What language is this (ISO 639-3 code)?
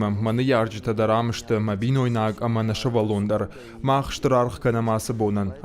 oss